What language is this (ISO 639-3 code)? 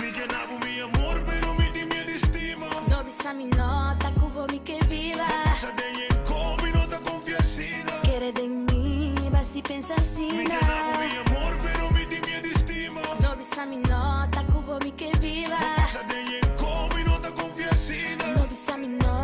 pap